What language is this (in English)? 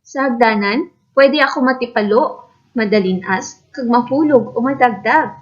Hiligaynon